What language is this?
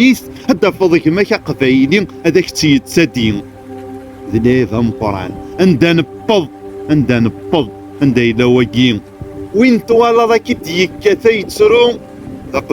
Kabyle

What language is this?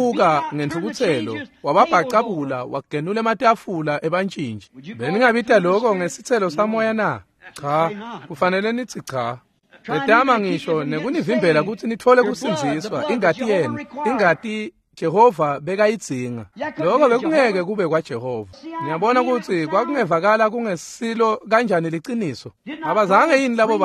Swati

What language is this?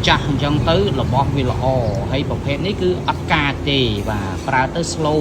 Khmer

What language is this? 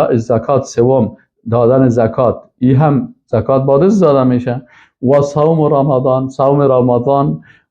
Persian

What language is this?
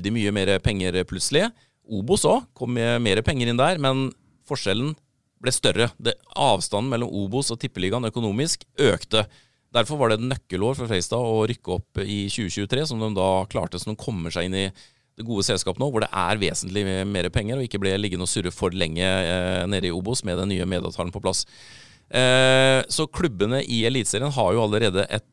Norwegian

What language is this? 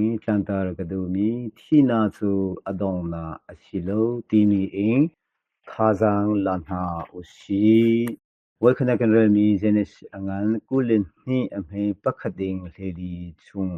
Hakha Chin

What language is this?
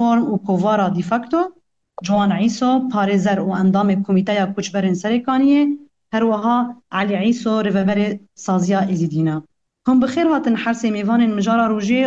Kurdish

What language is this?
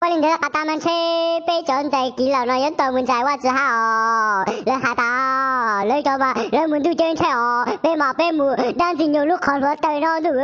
Hmong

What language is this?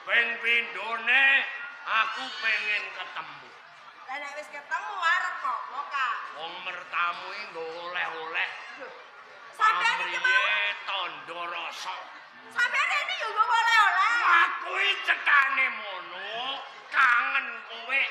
Javanese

